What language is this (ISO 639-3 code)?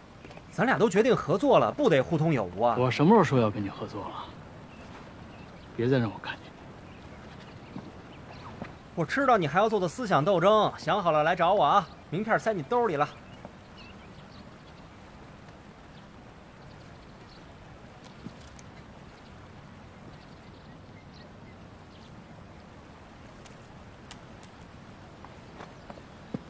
zho